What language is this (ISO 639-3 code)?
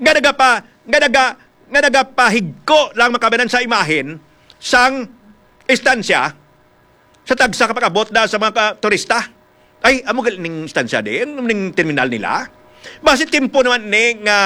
hil